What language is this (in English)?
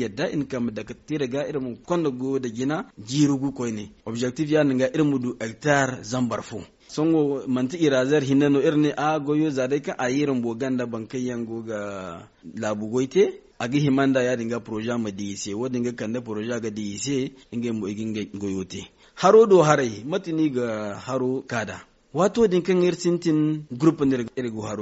Zarma